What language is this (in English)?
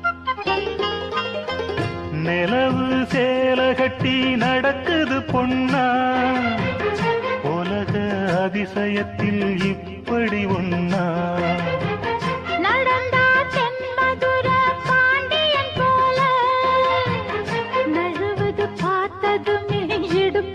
Tamil